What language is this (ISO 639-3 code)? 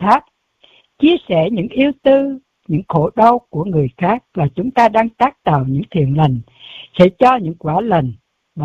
vie